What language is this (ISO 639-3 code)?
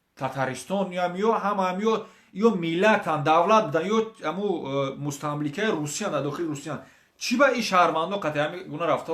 tgk